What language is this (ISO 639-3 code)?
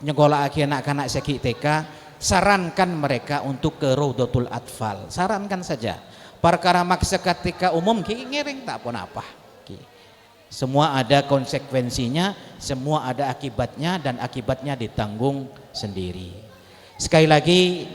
mad